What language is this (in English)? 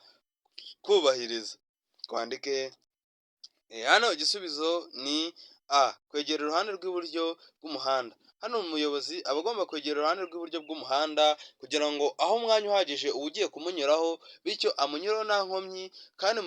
Kinyarwanda